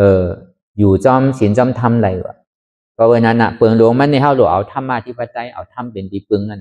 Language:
Shan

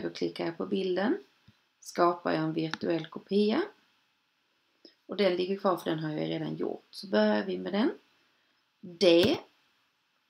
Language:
Swedish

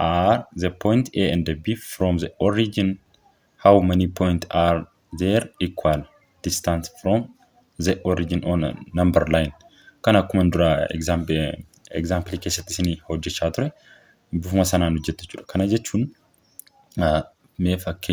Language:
Oromo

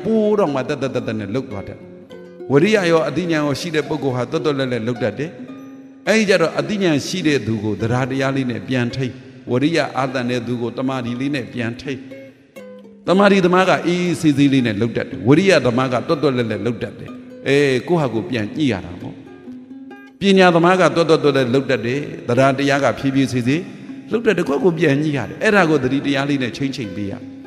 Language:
Burmese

